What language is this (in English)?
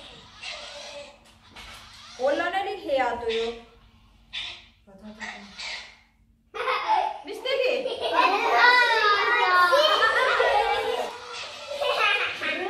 Estonian